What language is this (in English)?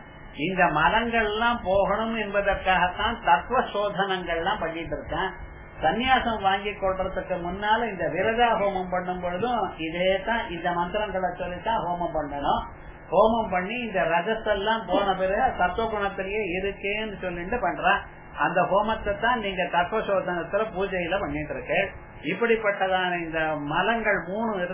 Tamil